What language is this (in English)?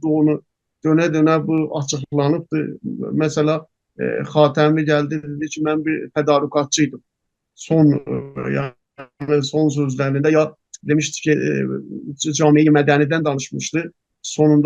South Azerbaijani